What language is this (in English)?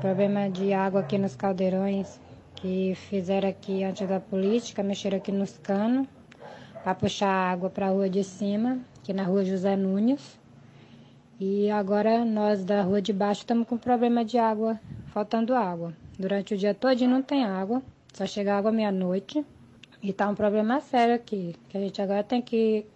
Portuguese